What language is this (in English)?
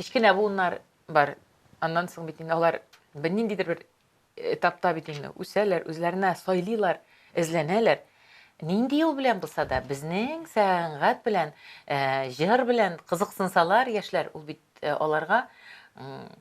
Tatar